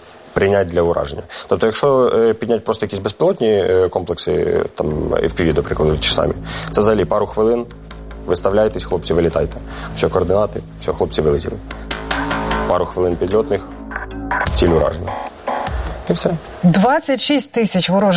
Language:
Ukrainian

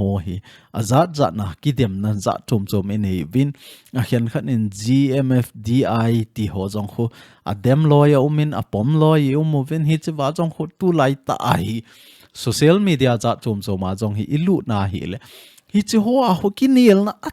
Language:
Thado Chin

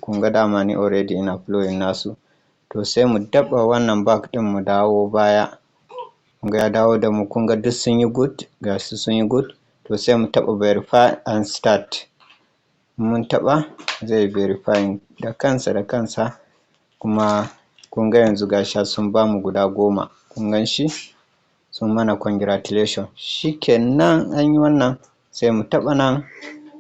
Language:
Hausa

